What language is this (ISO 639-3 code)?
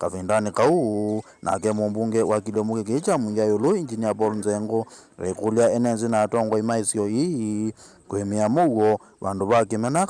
kam